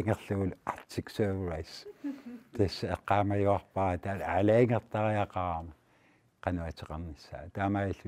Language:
Kalaallisut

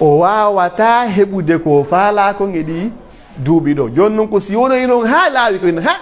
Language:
Pular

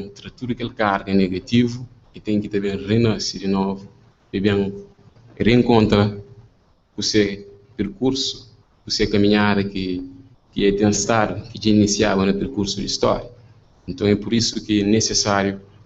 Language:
Kabuverdianu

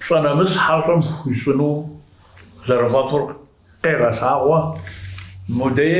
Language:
Kabardian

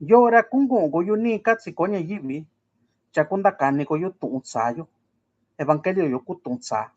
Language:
Mixtepec Mixtec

